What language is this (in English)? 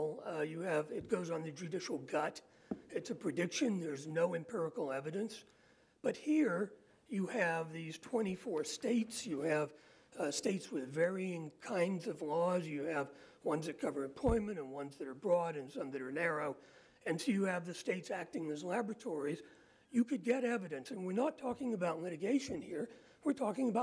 English